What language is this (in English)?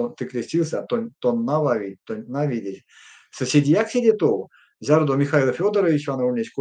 Erzya